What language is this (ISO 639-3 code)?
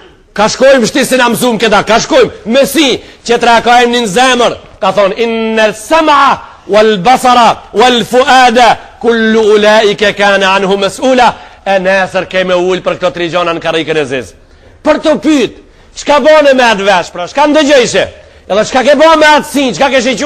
sqi